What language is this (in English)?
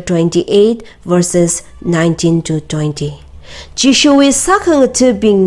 Tangkhul Naga (India)